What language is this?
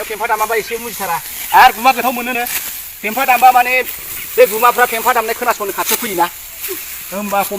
Bodo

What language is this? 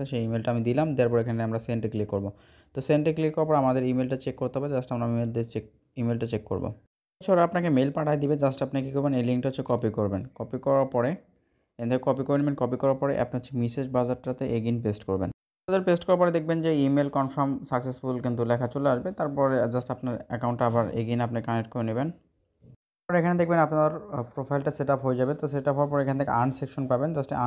Bangla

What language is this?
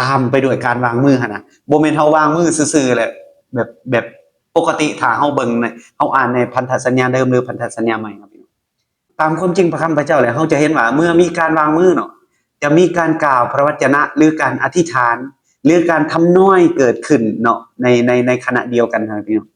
Lao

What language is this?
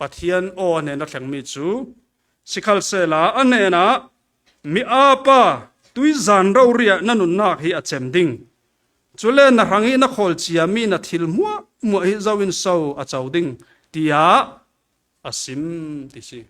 Falam Chin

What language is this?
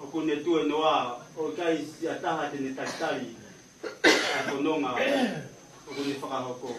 Tongan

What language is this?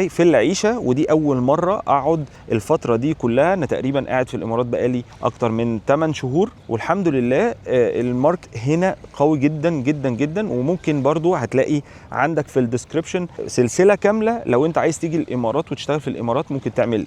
Egyptian Arabic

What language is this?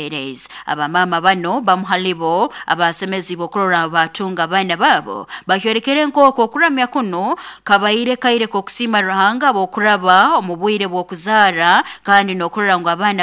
Nyoro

